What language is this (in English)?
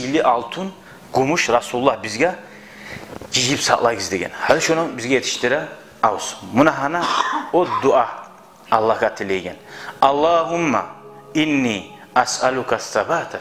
Kumyk